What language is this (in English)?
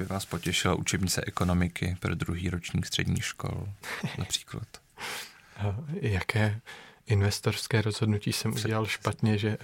Czech